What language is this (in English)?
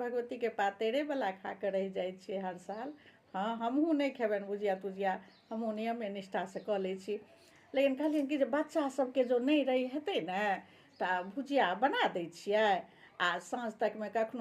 Maithili